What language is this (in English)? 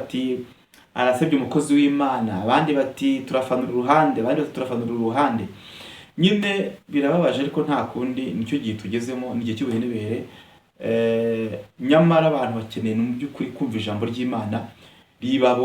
Kinyarwanda